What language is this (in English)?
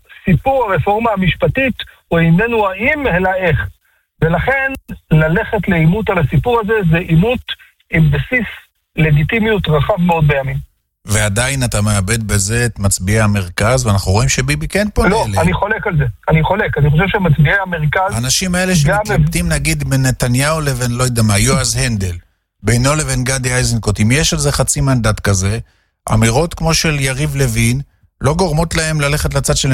Hebrew